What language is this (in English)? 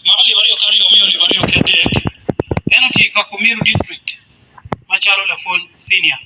Acoli